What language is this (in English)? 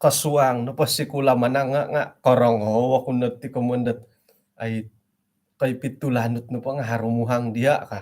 Central Dusun